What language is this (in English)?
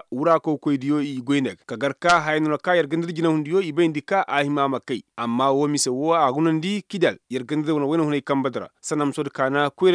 Koyraboro Senni